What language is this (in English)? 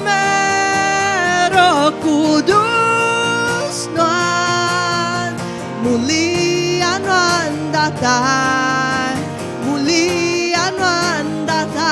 Iban